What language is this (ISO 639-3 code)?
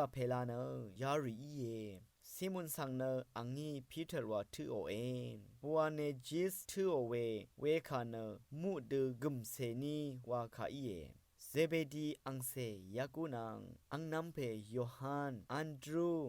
raw